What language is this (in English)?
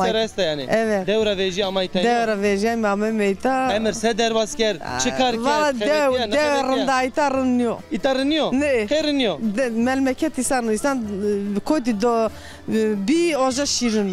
Zaza